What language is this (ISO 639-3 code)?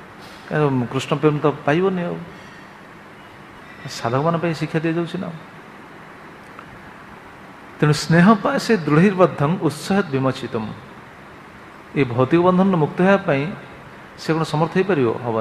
ori